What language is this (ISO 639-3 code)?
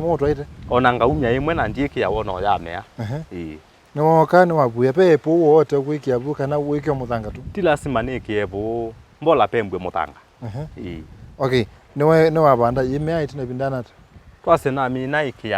kam